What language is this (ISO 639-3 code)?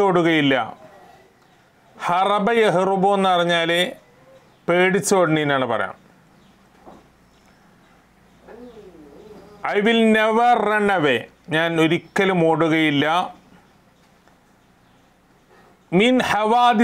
mal